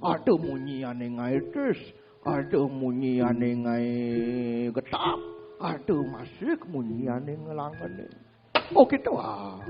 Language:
Balinese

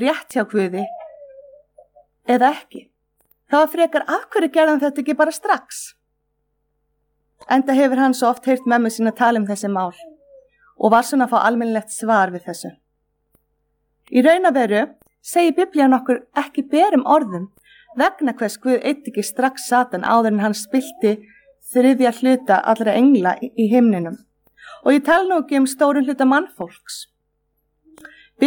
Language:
Icelandic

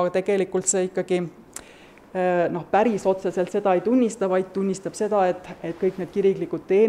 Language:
Estonian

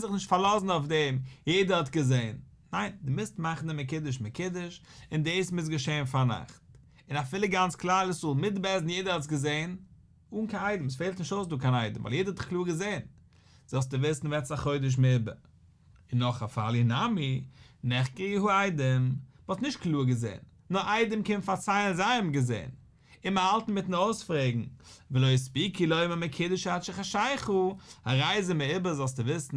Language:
Yiddish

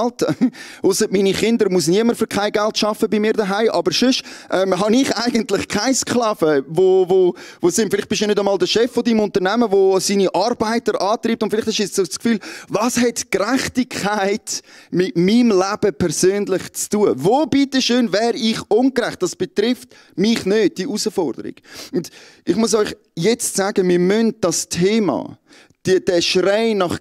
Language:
Swiss German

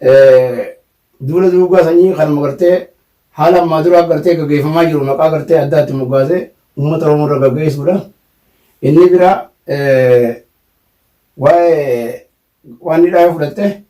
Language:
Oromo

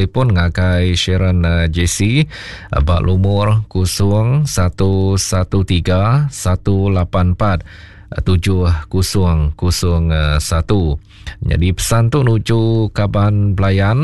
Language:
Iban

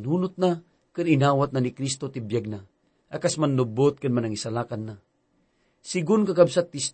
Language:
Iloko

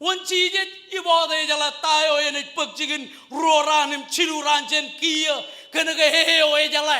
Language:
Marshallese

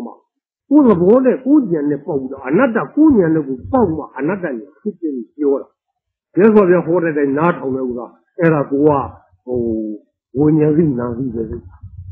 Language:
Burmese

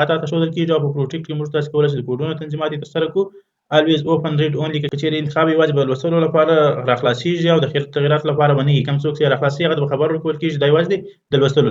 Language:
Pashto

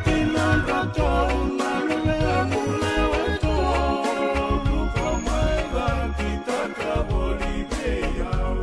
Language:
Fijian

